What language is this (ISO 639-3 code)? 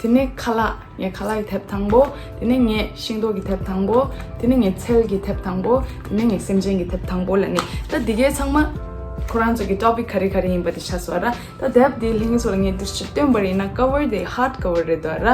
bod